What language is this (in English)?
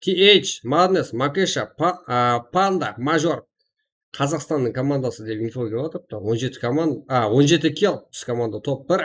Kara-Kalpak